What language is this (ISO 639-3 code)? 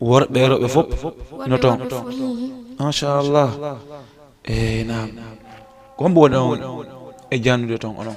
ful